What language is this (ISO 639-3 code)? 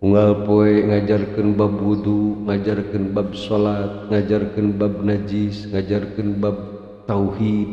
sun